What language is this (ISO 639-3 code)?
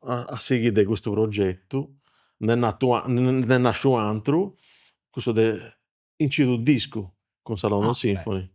srd